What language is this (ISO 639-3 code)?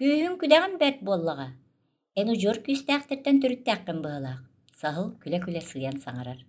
sah